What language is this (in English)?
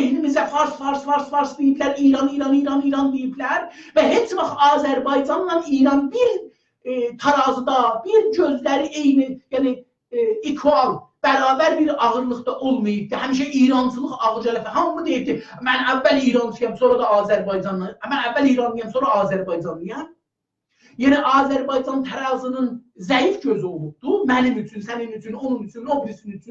South Azerbaijani